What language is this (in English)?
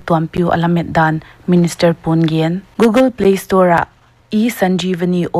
Paite Chin